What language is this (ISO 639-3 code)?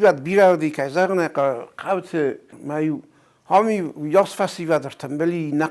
oss